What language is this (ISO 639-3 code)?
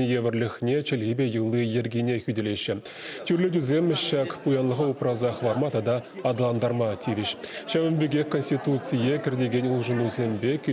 chv